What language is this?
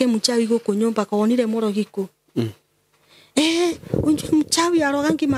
Kikuyu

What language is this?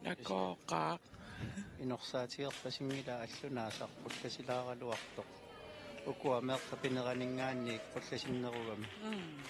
Kalaallisut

